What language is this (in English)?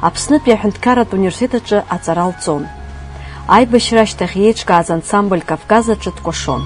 Abkhazian